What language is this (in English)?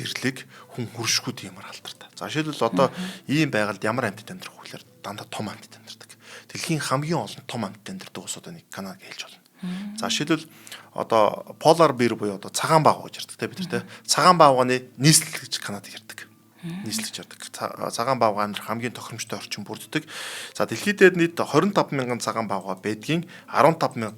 Mongolian